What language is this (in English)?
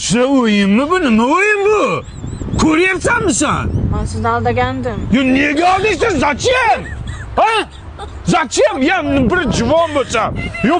Uzbek